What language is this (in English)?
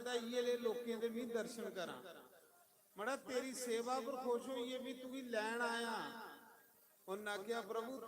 Dogri